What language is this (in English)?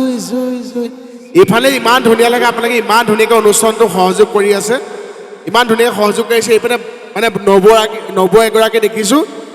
Assamese